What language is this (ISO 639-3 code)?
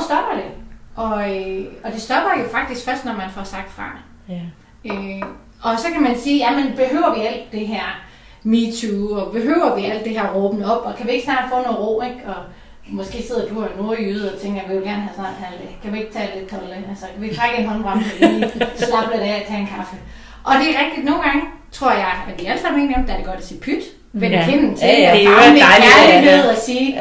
dan